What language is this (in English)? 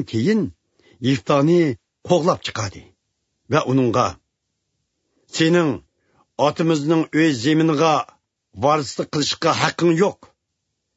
Uyghur